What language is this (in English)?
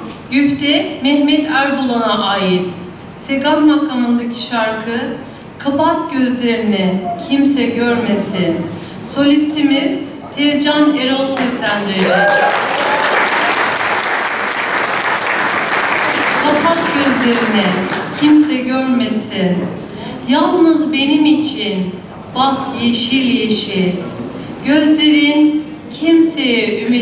Turkish